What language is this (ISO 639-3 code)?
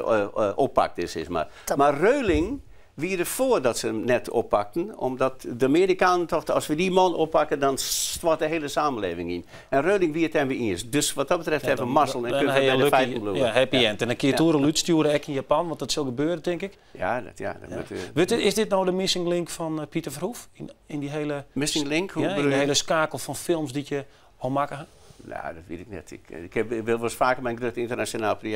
fry